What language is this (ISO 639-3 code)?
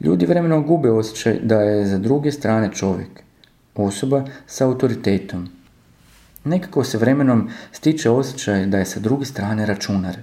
srp